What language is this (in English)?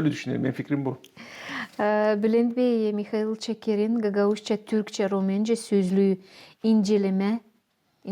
Gagauz